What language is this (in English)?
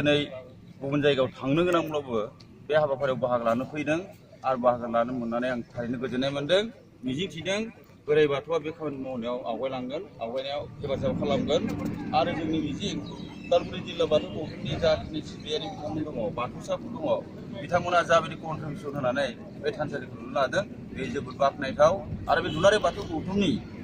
Bodo